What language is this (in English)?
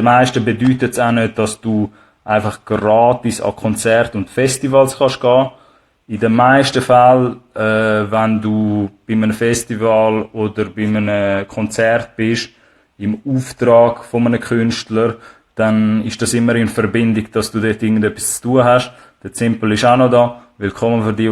Swiss German